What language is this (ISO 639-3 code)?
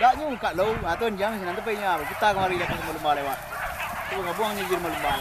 min